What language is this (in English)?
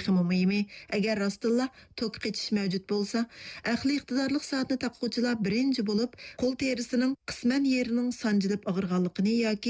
Uyghur